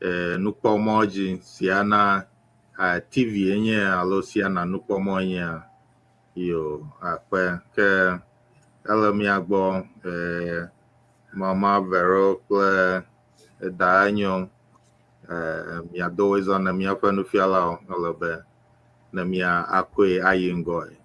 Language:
Ewe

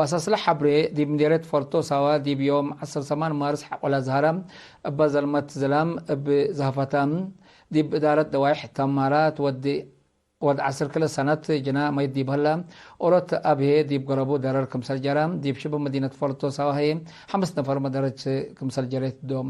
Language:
Tigre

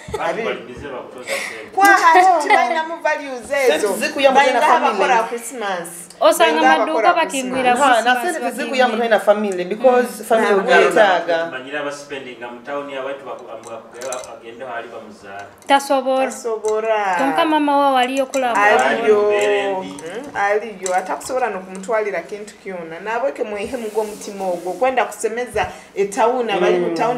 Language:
Nyoro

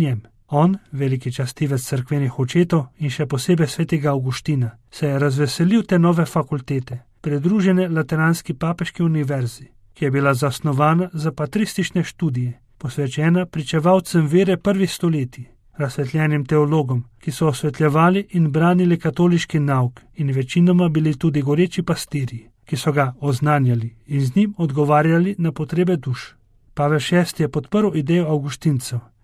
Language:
Slovenian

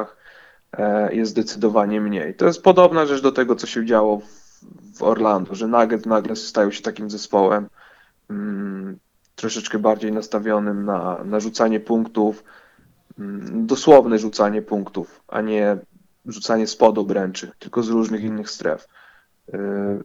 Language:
Polish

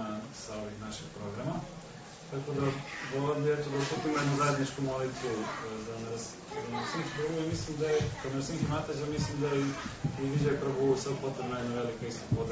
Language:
Croatian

